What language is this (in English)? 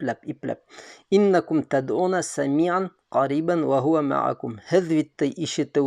Bashkir